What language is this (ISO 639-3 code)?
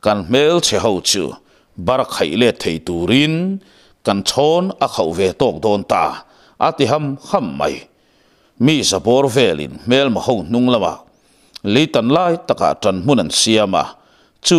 lus